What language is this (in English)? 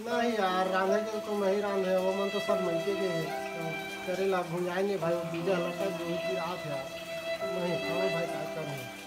Chhattisgarhi